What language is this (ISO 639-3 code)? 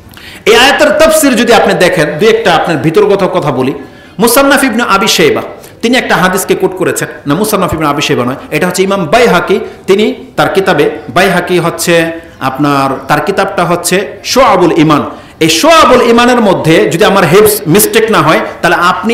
ben